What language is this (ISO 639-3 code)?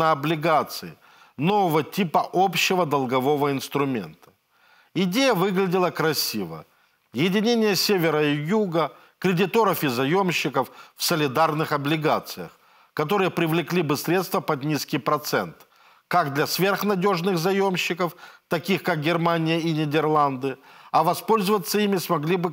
rus